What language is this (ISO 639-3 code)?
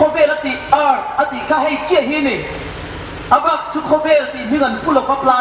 hmr